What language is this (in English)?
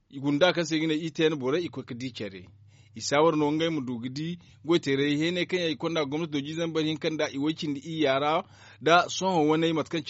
Zarma